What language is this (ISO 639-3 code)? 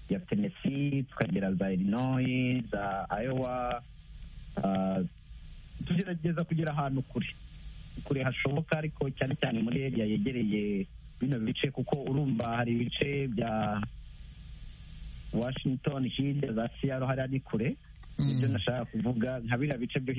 kin